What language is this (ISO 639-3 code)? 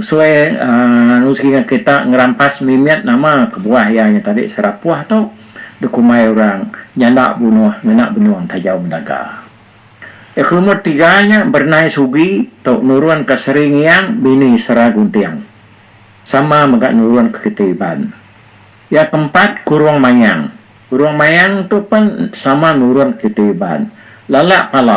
iba